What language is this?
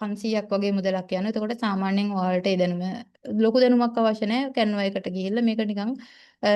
Sinhala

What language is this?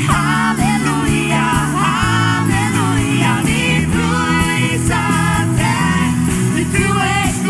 Faroese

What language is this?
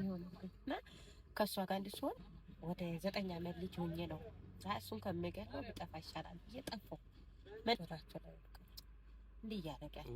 Amharic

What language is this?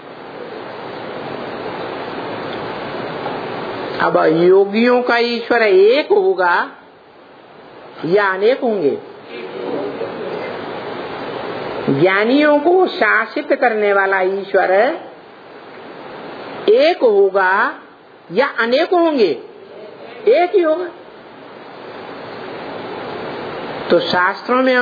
Hindi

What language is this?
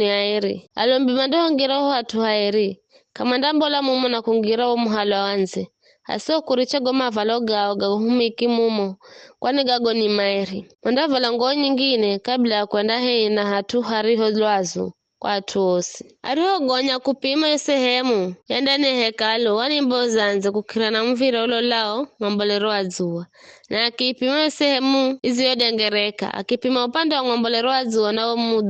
Giryama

